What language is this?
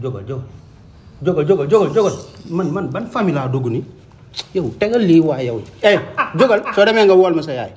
Wolof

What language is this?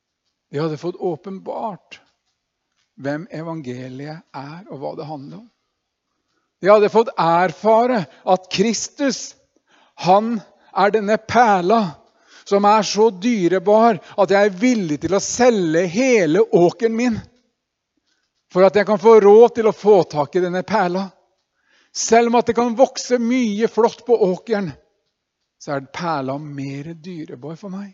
Norwegian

